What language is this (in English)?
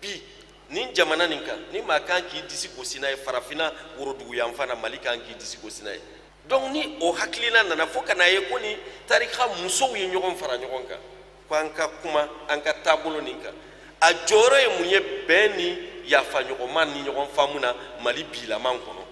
Bambara